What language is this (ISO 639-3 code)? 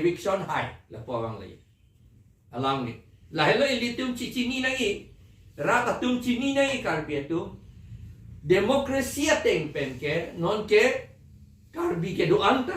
mjw